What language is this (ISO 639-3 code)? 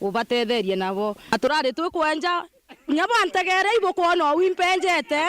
mer